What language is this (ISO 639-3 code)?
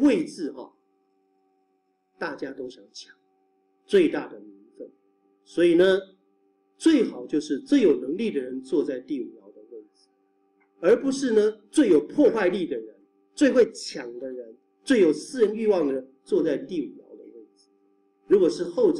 zho